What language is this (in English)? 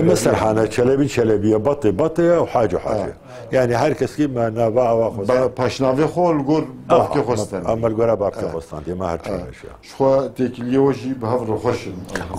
Kurdish